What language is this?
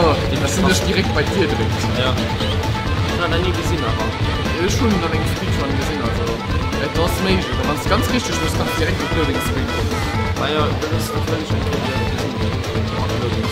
Luxembourgish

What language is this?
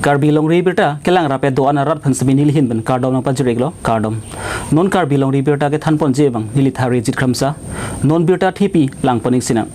Karbi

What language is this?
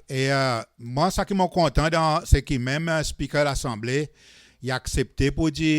Seselwa Creole French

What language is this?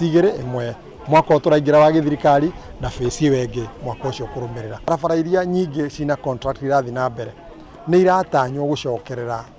Kikuyu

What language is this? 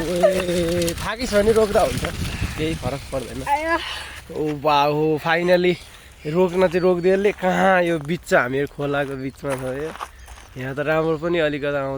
Nepali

